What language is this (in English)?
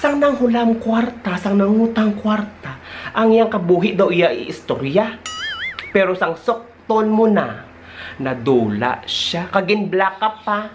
Hiligaynon